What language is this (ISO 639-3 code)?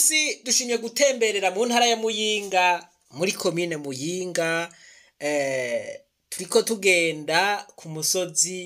run